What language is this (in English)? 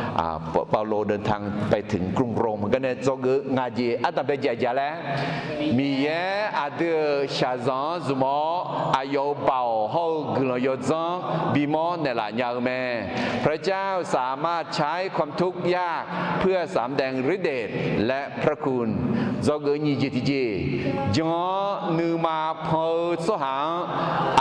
Akha